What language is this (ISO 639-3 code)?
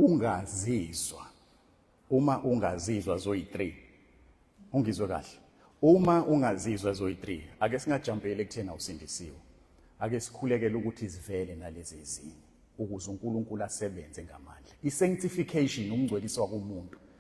zul